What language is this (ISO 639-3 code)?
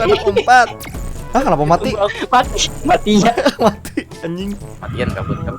bjn